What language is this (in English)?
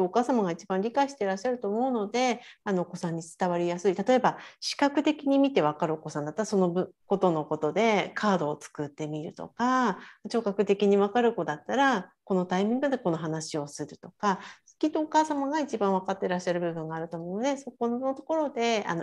Japanese